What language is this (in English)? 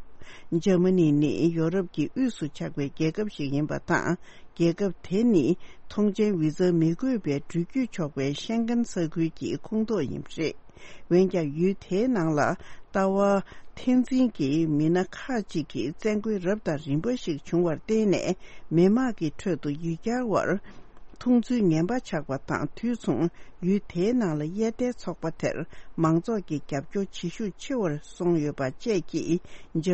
Tibetan